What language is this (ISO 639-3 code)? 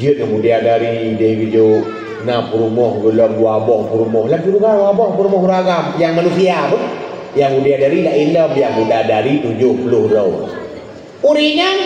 ace